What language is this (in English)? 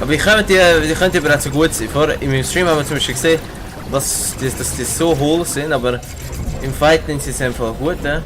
Swiss German